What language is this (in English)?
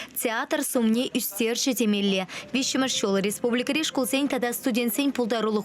Chuvash